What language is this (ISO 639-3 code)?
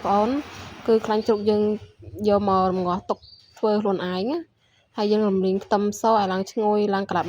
khm